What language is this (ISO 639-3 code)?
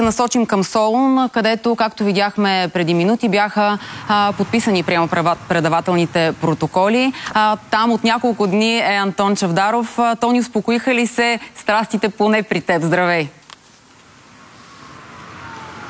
bul